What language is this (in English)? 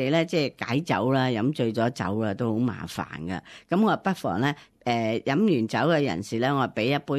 Cantonese